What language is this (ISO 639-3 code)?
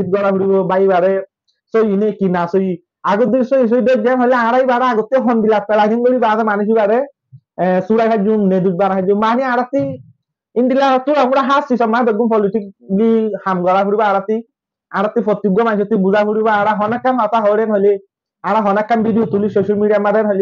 rhg